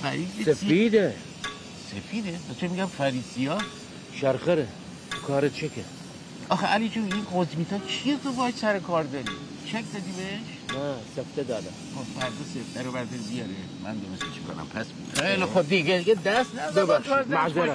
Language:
Persian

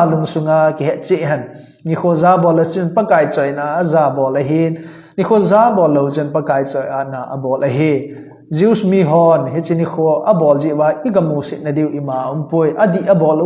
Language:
Thado Chin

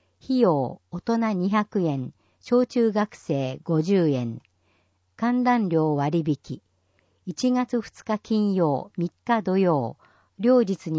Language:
Japanese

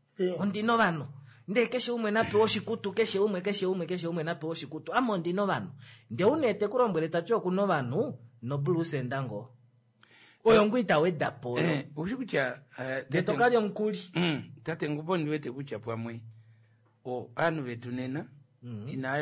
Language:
Kuanyama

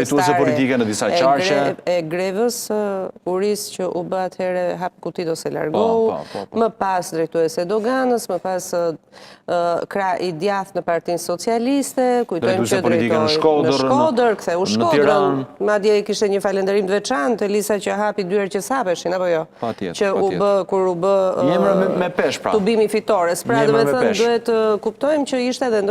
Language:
Albanian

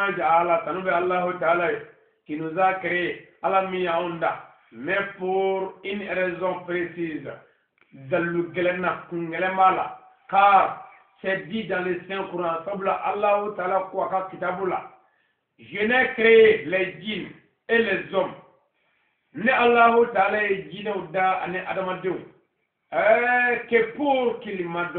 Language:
Bambara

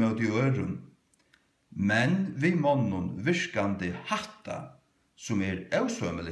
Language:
Faroese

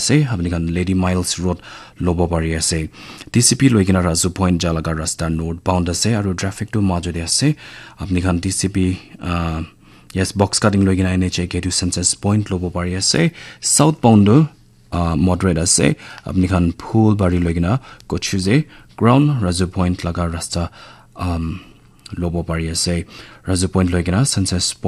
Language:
Naga Pidgin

